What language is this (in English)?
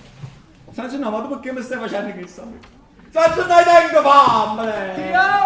Neapolitan